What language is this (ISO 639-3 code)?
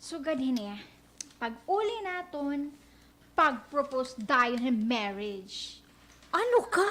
war